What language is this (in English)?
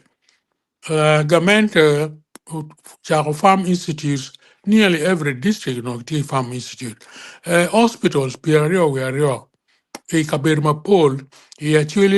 Acoli